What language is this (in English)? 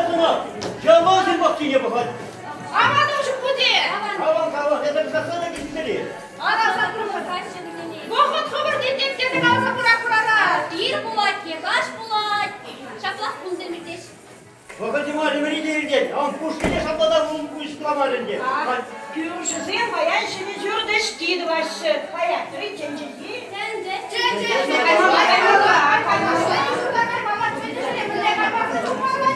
Chuvash